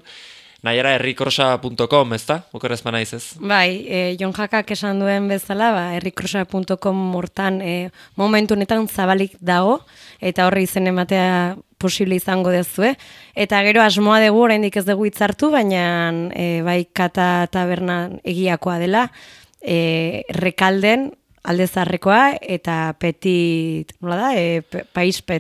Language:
Basque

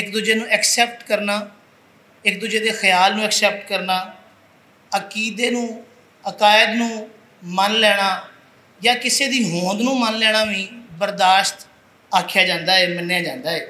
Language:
Western Panjabi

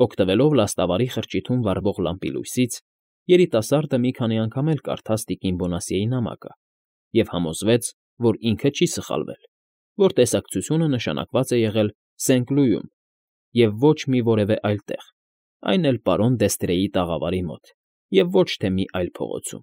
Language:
Armenian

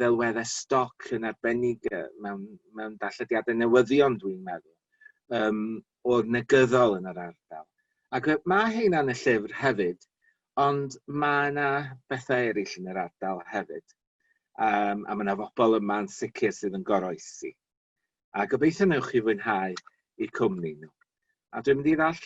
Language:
Welsh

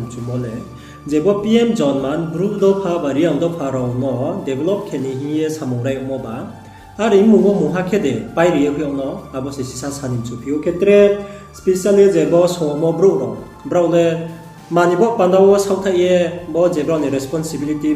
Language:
Riang (India)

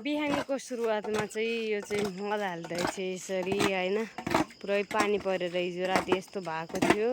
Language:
Nepali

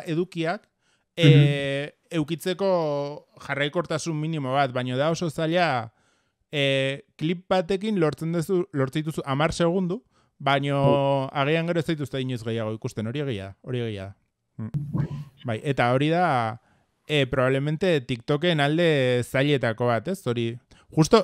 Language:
Basque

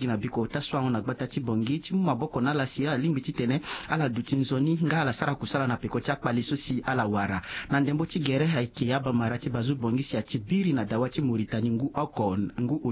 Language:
Sango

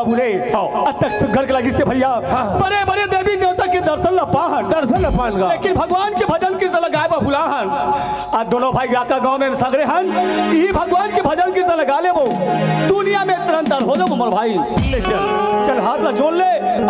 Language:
Chhattisgarhi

